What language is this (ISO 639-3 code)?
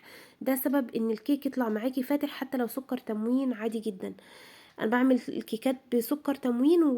arz